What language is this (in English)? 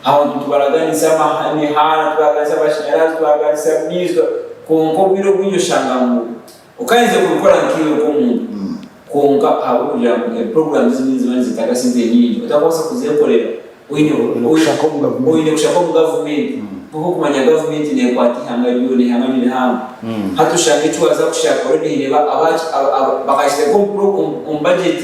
Nyankole